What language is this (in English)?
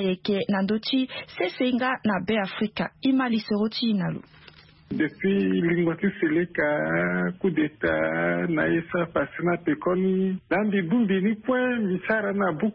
Sango